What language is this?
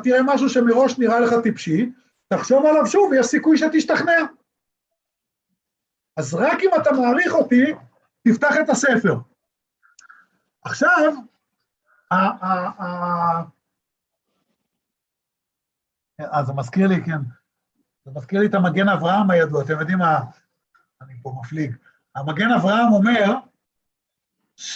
Hebrew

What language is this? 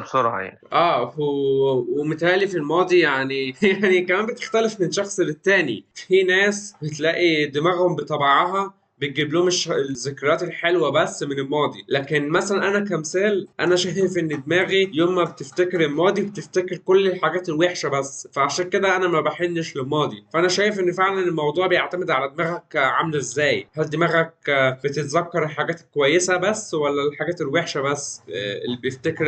Egyptian Arabic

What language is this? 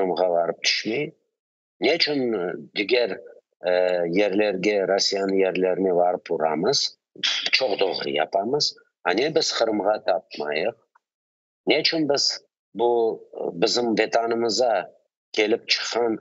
Crimean Tatar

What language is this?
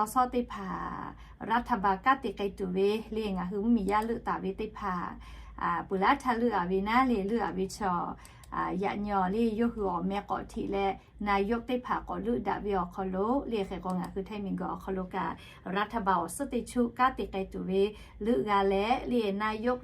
Lahu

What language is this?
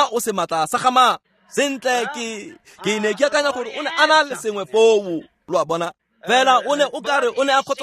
Tswana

